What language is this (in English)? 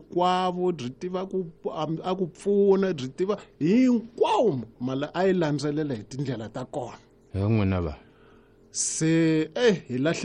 Tsonga